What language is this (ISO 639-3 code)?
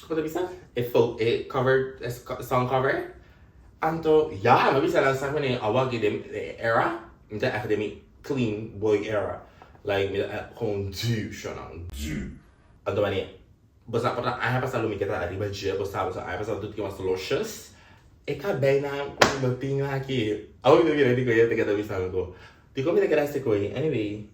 pap